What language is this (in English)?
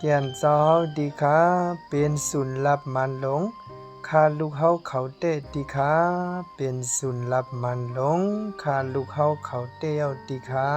Shan